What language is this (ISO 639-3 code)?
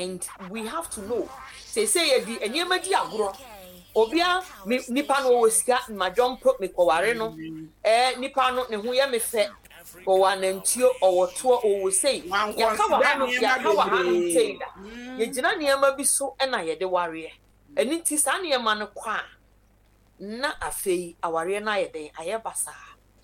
aka